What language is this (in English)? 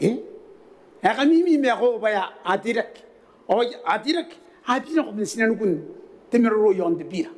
Gilbertese